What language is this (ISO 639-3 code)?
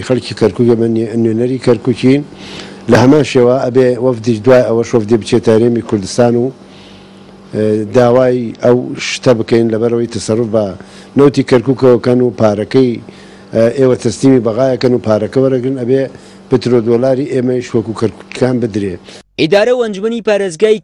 ckb